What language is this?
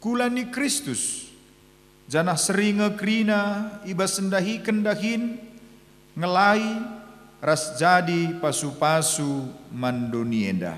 Batak Karo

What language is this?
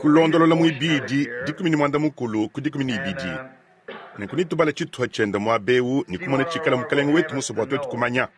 Luba-Lulua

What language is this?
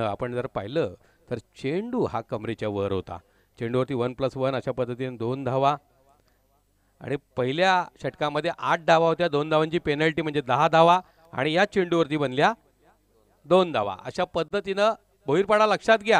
Marathi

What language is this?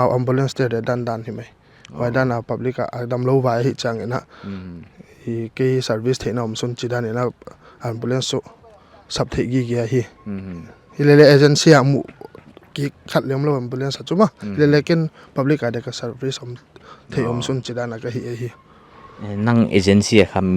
Paite Chin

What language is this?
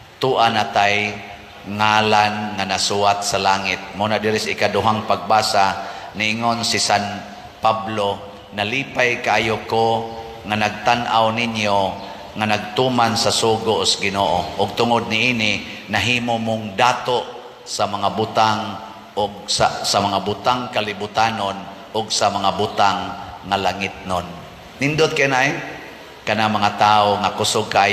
Cebuano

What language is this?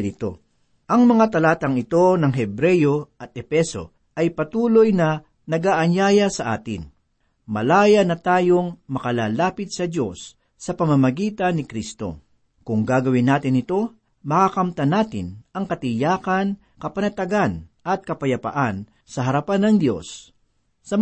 Filipino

